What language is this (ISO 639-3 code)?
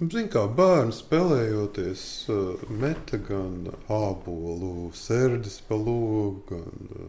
lav